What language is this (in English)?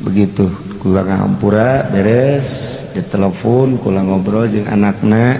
Sundanese